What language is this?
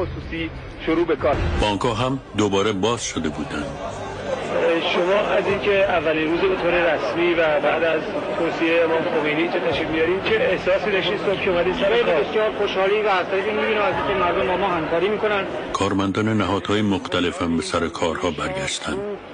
Persian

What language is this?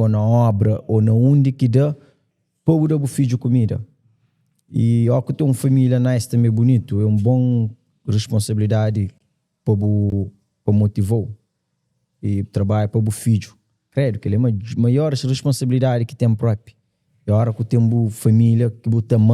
Kabuverdianu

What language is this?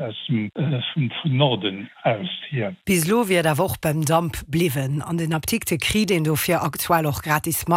Luxembourgish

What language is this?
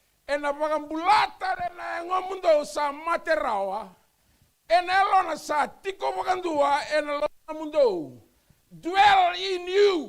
Fijian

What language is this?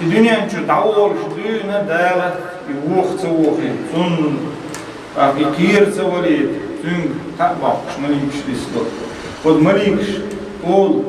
Chechen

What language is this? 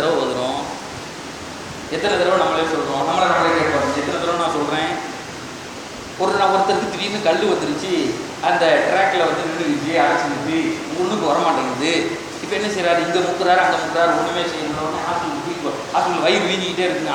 Tamil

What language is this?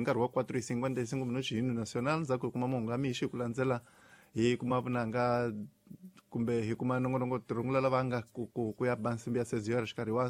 Tsonga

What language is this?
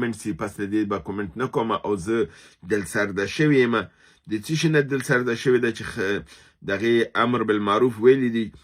Pashto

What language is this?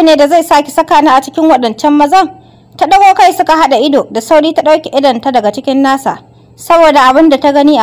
Hausa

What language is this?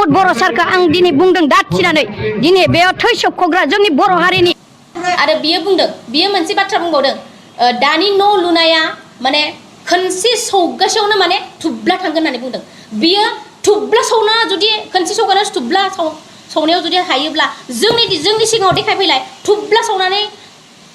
Bodo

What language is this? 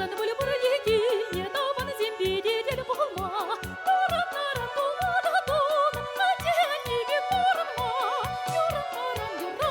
Chuvash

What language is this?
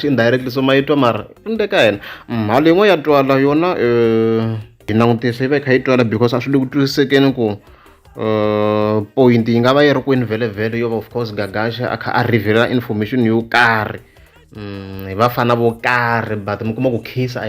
Tsonga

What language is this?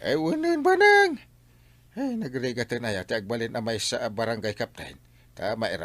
Iloko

